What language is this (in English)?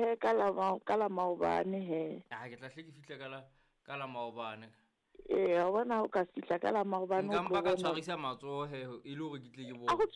Southern Sotho